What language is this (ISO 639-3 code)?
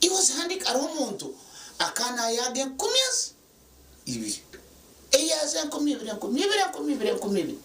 nyn